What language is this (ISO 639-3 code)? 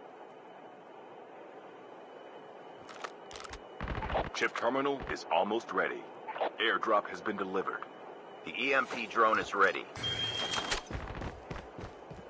eng